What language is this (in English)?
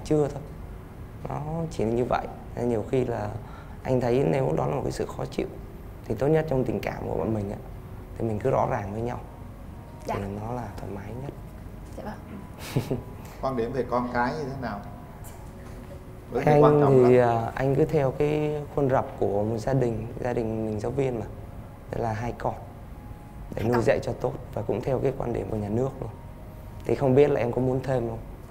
Vietnamese